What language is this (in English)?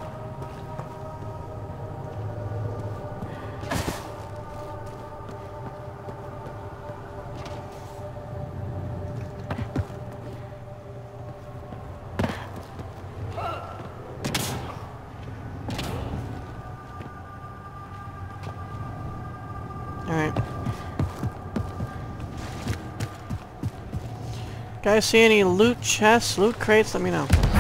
English